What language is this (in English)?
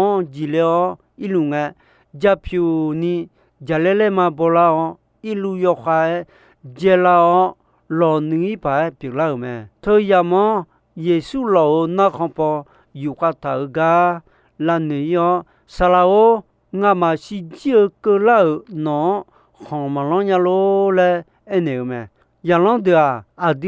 Akha